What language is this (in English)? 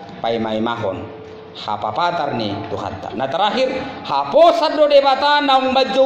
Batak Toba